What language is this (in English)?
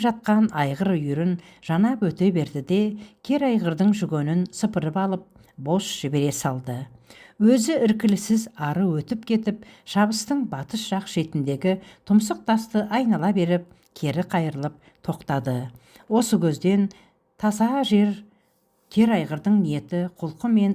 Kazakh